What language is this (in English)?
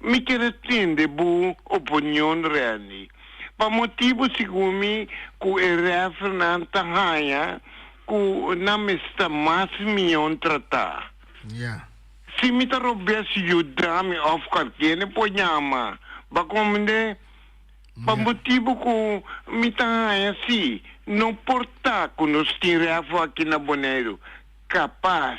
Papiamento